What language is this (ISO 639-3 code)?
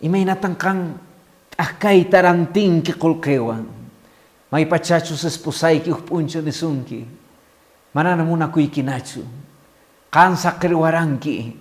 que